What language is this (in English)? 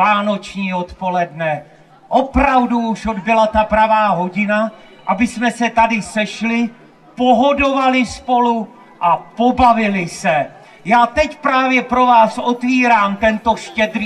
Czech